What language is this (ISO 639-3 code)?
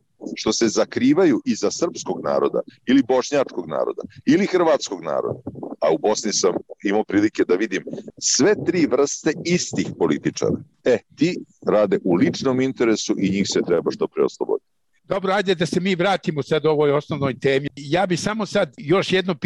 srp